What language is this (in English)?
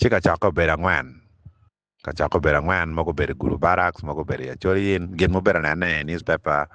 Acoli